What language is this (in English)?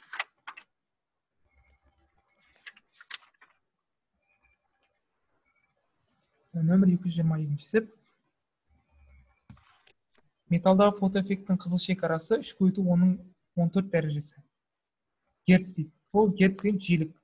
Kazakh